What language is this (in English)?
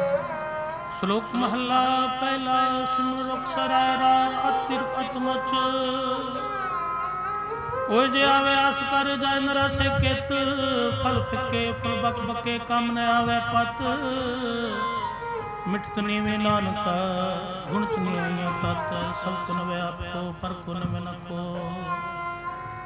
Punjabi